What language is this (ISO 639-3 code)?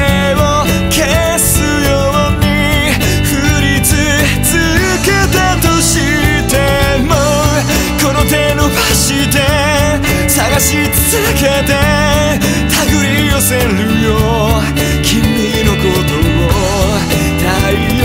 jpn